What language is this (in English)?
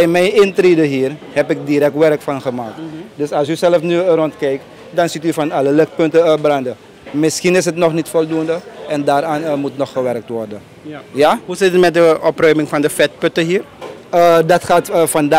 Dutch